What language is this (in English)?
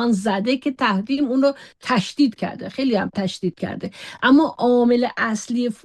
Persian